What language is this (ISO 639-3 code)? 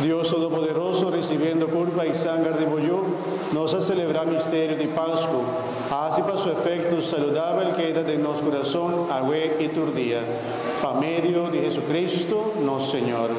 pap